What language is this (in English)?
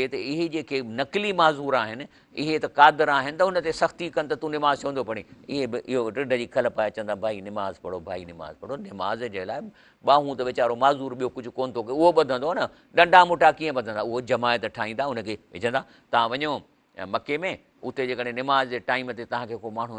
Sindhi